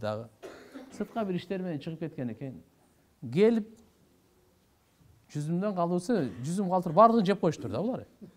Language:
Kyrgyz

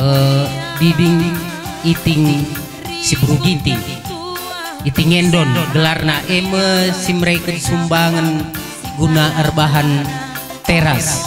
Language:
Batak Karo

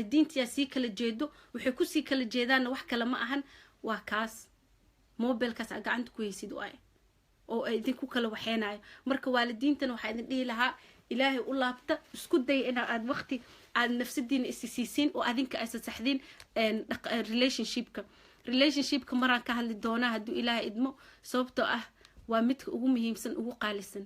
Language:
Somali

